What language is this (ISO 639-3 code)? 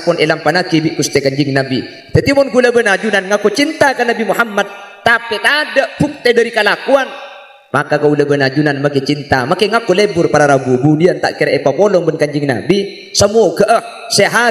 mad